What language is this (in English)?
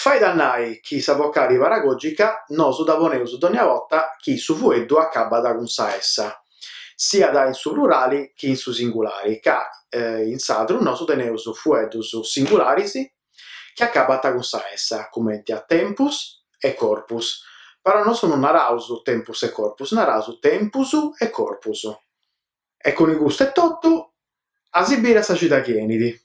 Sardinian